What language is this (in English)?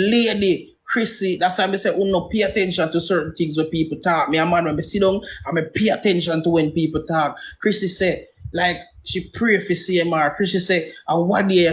Jamaican Creole English